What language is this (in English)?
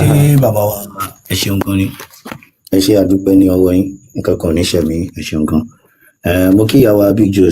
Yoruba